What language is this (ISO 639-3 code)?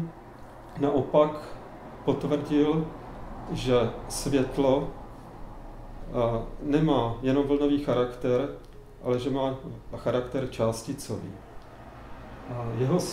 ces